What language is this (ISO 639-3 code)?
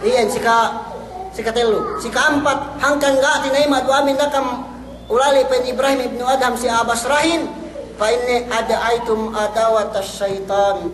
yka